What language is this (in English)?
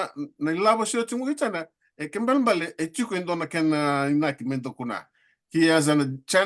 Fijian